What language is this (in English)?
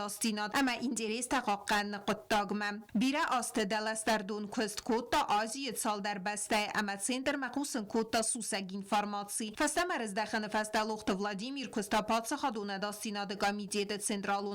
Ossetic